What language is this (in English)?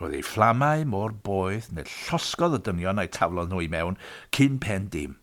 Welsh